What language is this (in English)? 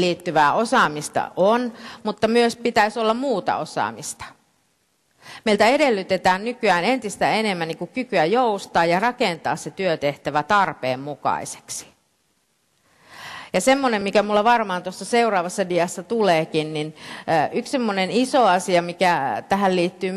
Finnish